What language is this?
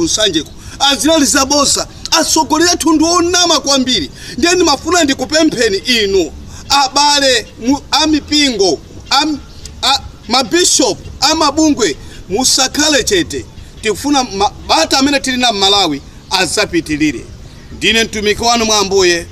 Nyanja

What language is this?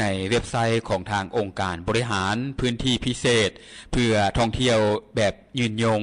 Lao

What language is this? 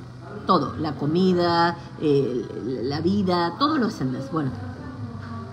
Spanish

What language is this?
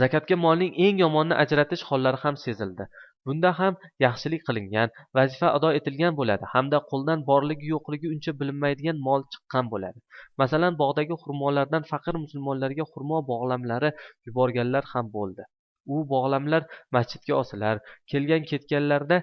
Uzbek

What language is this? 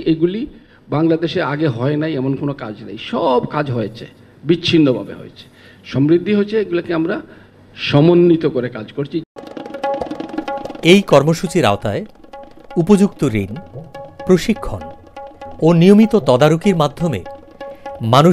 Bangla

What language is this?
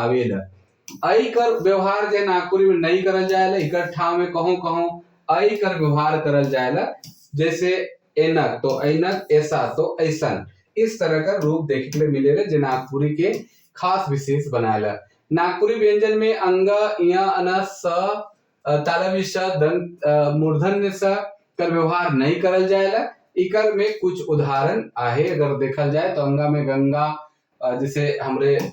Sadri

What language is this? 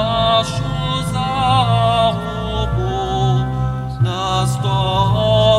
Upper Sorbian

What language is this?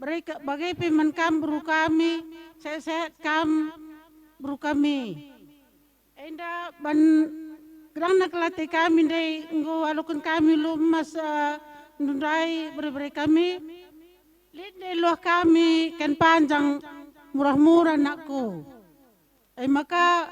Batak Karo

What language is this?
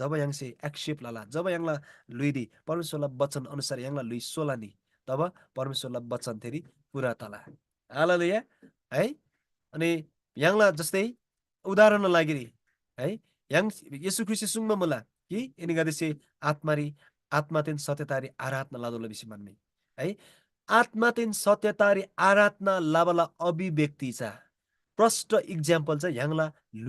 Eastern Tamang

